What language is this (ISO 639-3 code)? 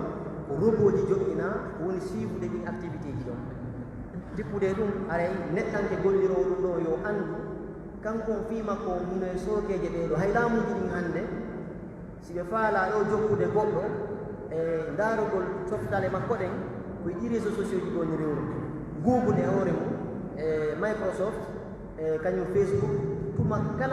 fuf